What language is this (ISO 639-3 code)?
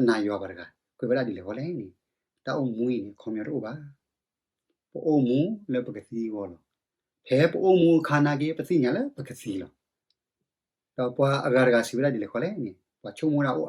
ksw